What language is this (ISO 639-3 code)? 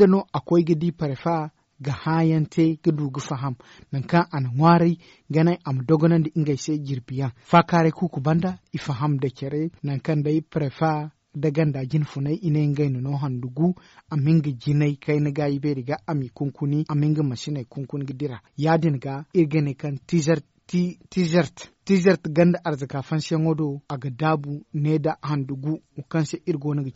dje